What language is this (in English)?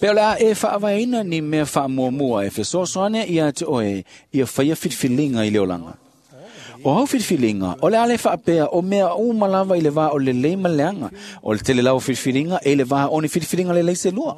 Samoan